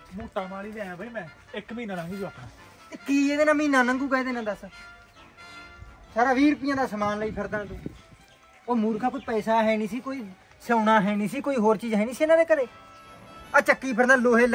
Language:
Punjabi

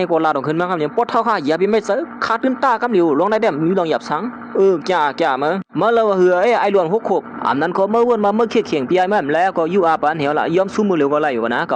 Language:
Shan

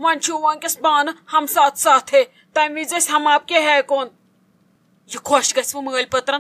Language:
Kashmiri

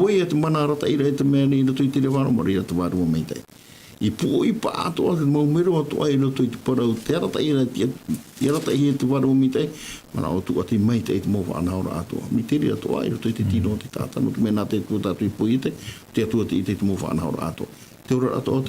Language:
Tahitian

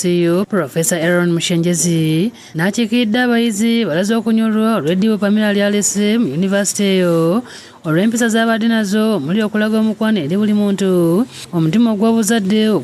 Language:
Ganda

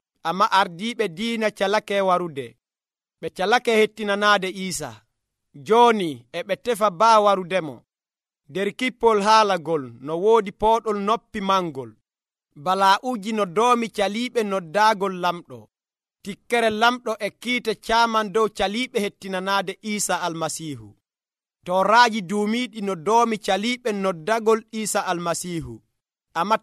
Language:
Nigerian Fulfulde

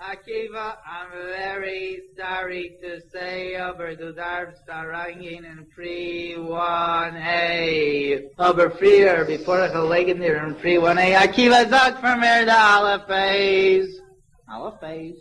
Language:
Yiddish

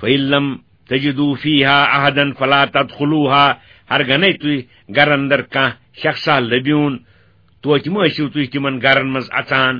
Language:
Kashmiri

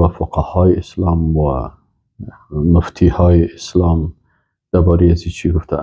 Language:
Persian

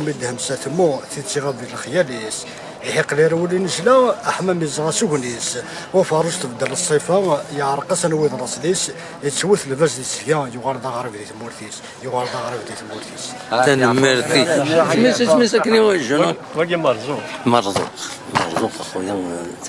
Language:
Kabyle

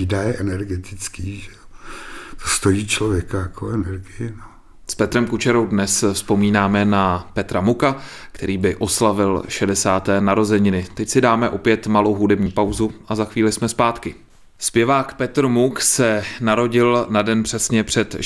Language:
Czech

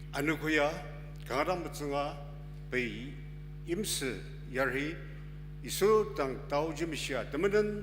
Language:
Ao Naga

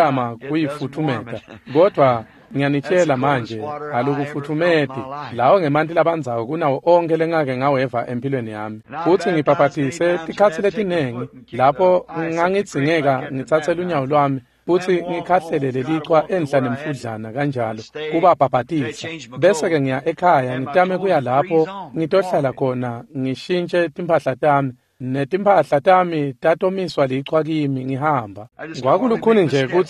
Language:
Swati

